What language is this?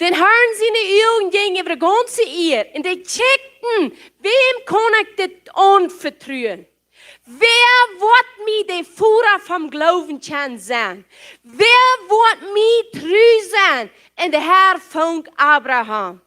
Plautdietsch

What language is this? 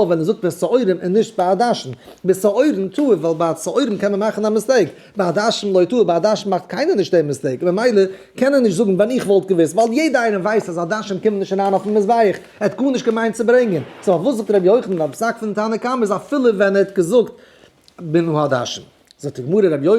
Yiddish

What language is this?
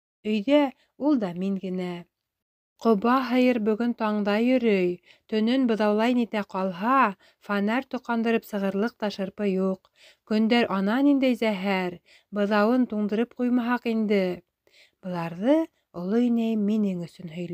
Bashkir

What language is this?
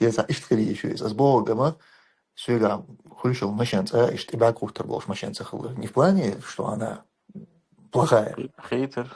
Chechen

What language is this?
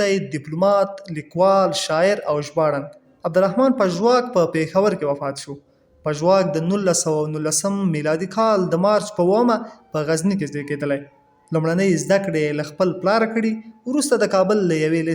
Pashto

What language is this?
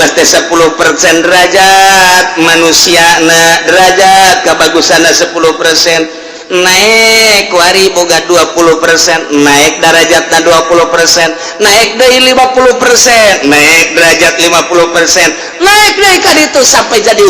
Sundanese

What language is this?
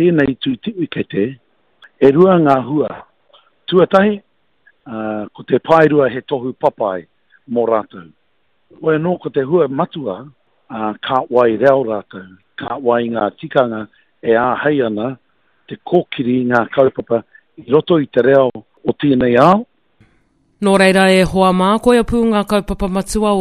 Māori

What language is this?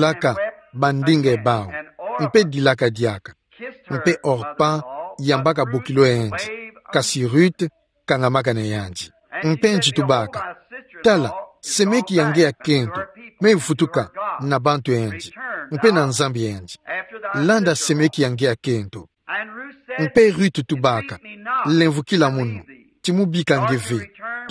Kituba (Democratic Republic of Congo)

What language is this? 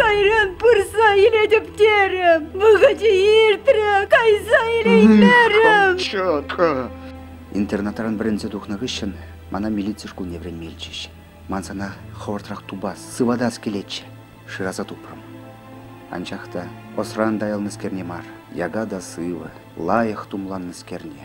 Chuvash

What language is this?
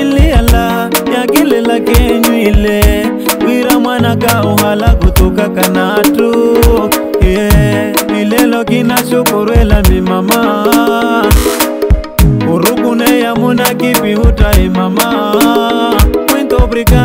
Swahili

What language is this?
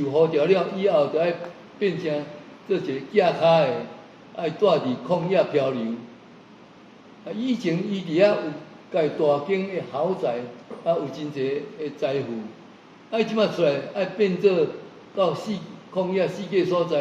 Min Nan Chinese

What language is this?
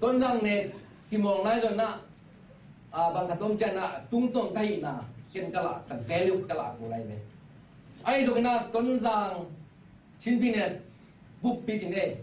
Tedim Chin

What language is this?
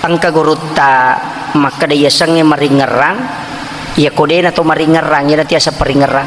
Buginese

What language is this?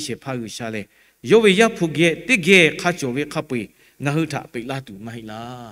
Lahu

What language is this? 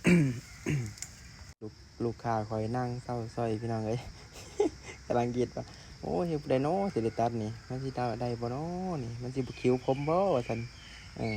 Lao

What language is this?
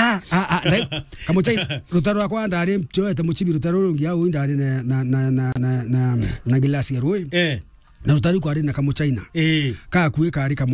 Meru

